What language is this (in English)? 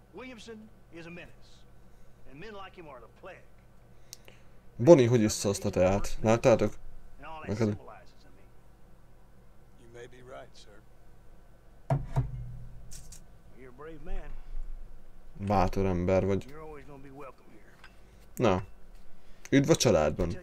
Hungarian